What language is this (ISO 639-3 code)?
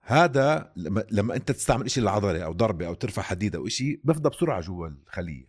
apc